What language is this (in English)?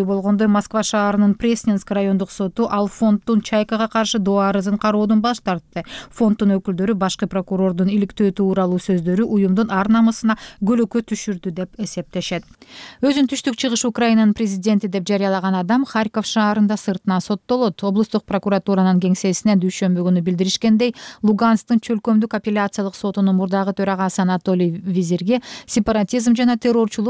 Kyrgyz